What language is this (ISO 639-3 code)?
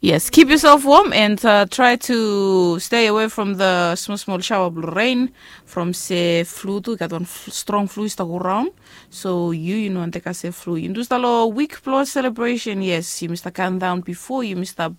bis